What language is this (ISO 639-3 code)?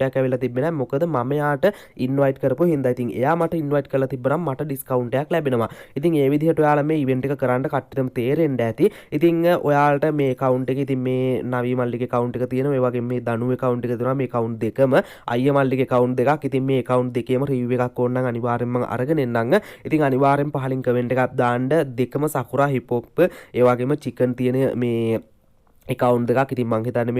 sin